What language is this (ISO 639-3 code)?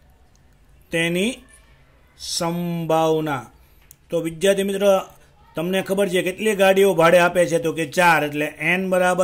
guj